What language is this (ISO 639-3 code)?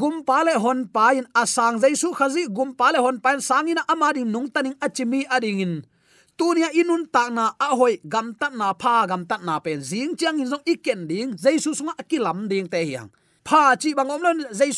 ctd